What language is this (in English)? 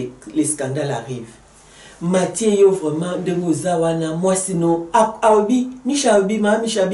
Lingala